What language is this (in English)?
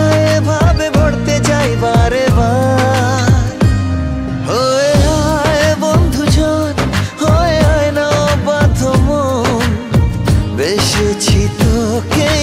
Bangla